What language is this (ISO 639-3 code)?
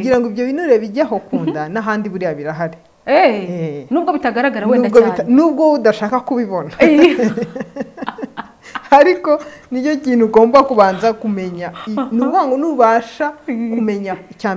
kin